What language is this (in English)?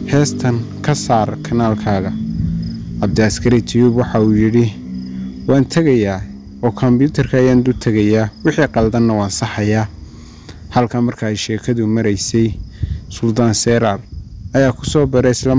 Somali